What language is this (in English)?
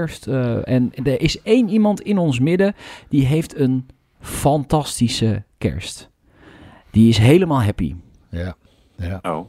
Dutch